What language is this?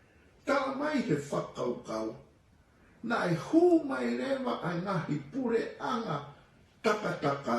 Tongan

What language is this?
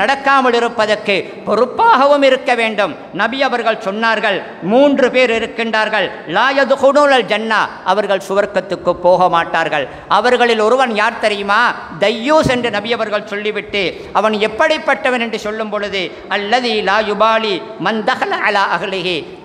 Tamil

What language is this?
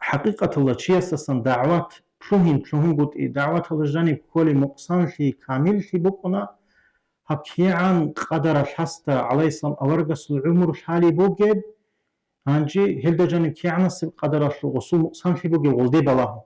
Avaric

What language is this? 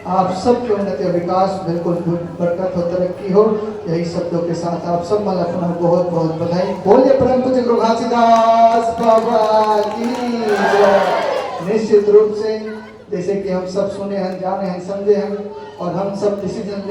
Chhattisgarhi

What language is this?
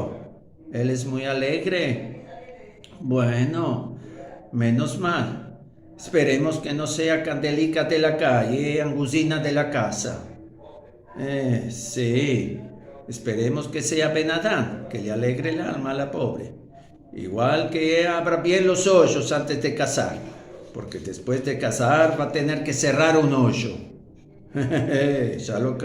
Ladino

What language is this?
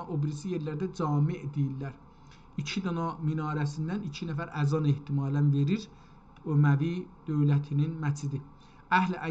South Azerbaijani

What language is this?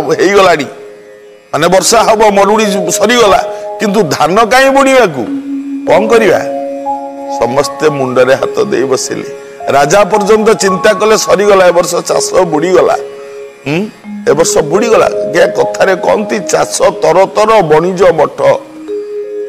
Odia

